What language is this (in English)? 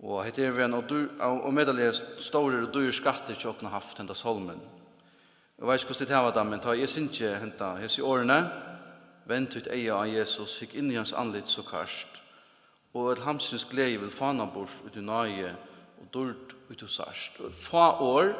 Faroese